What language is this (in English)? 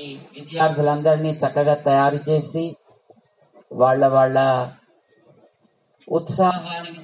Telugu